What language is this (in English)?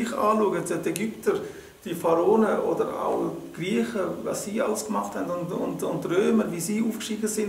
Swiss German